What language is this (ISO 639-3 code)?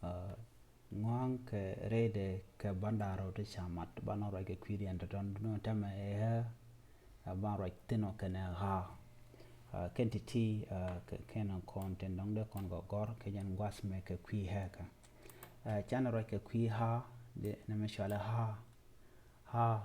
nus